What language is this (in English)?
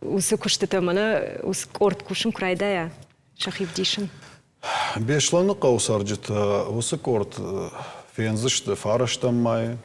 Ossetic